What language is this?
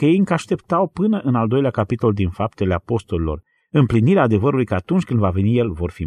Romanian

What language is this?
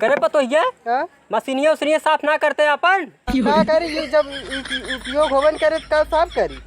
Awadhi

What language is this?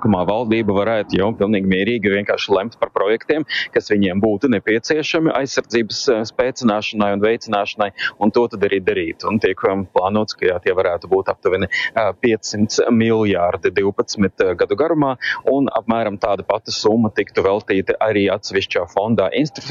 Latvian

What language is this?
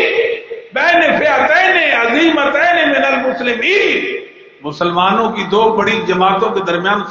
Urdu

